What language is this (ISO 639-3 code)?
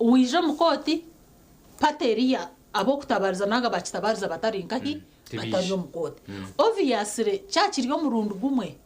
nyn